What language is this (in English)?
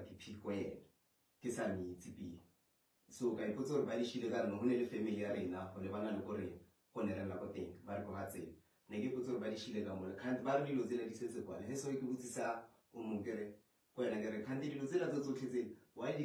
Northern Sotho